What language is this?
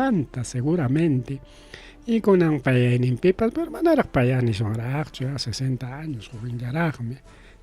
Ayacucho Quechua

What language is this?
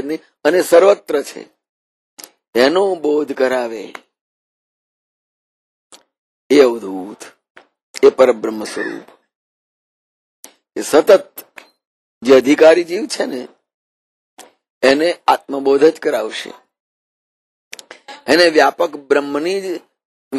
Gujarati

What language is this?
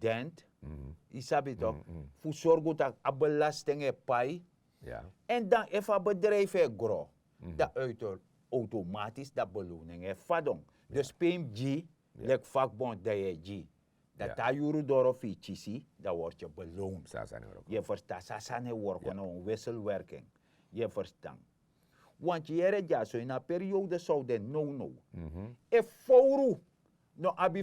Sranan Tongo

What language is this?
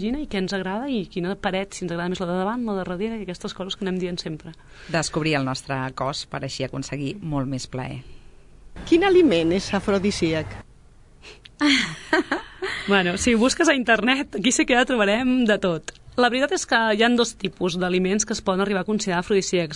Catalan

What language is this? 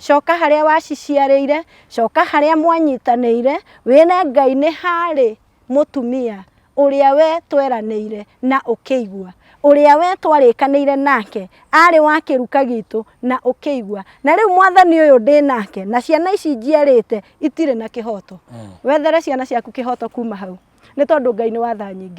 Kikuyu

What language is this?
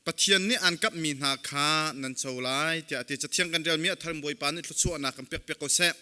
Hakha Chin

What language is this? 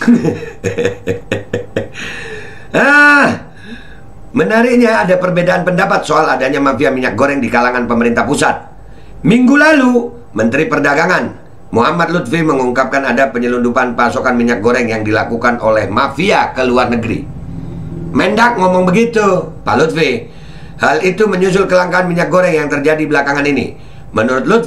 Indonesian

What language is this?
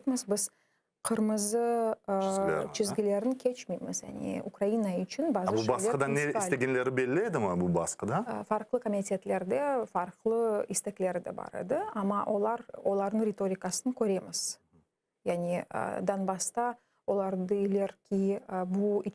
Crimean Tatar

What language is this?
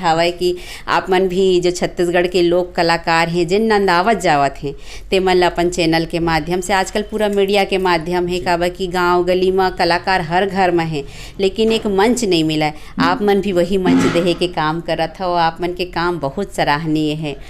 Chhattisgarhi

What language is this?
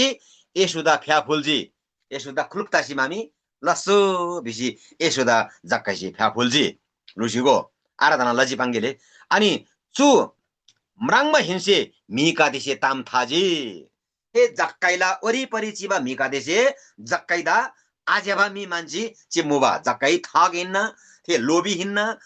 Eastern Tamang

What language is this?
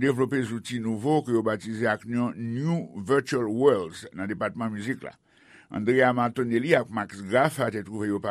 Haitian Creole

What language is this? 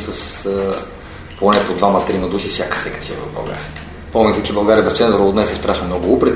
Bulgarian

